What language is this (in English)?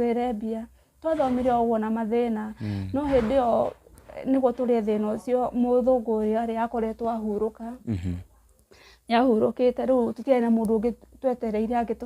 Kikuyu